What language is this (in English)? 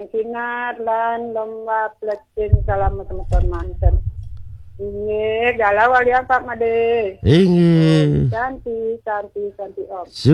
Balinese